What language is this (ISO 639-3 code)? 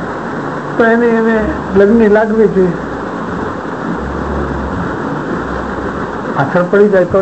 guj